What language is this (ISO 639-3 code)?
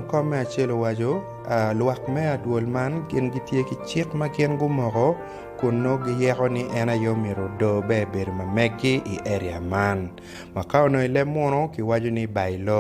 ach